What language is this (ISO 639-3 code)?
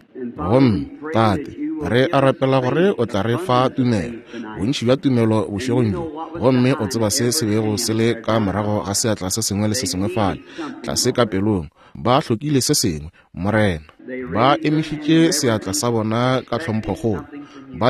nso